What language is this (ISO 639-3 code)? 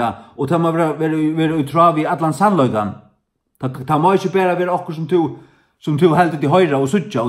fao